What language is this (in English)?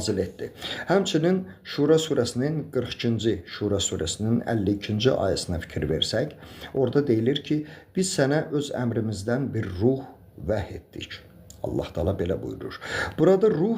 Azerbaijani